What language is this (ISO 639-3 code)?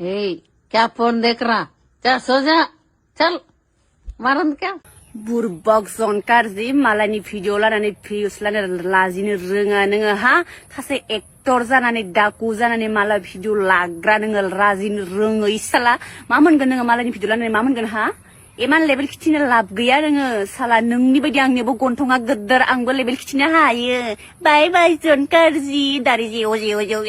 brx